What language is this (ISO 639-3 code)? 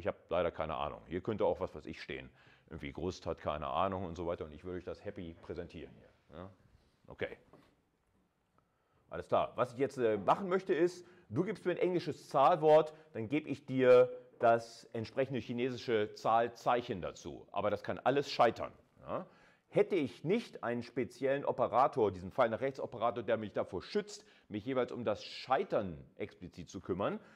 deu